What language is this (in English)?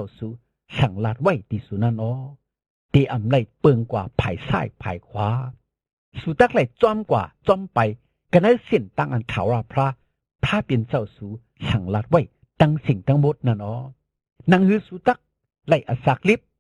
Shan